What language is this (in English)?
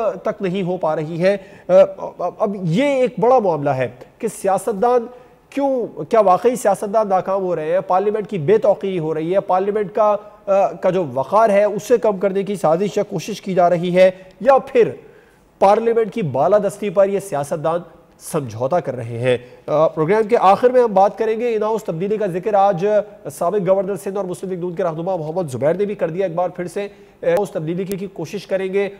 Urdu